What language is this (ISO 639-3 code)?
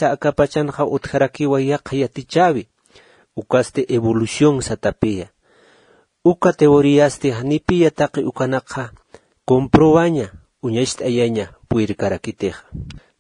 aym